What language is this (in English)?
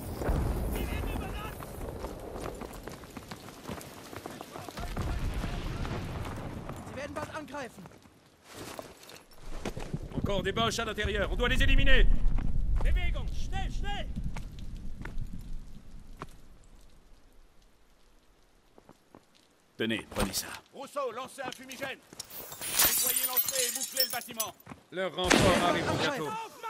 French